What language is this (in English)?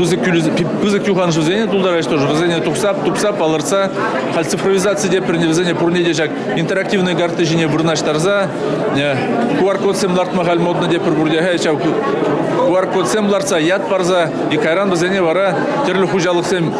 Chuvash